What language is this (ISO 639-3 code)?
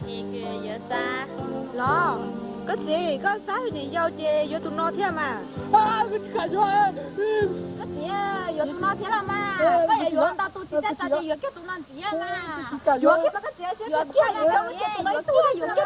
hmn